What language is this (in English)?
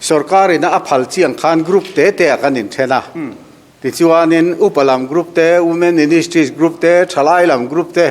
Mizo